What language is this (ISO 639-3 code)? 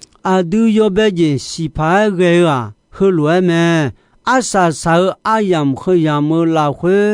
ahk